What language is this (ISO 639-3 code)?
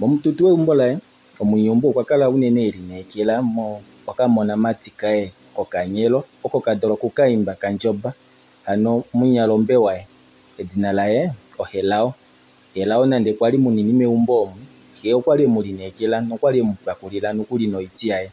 kua